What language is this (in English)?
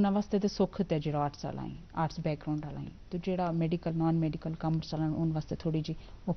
Gujari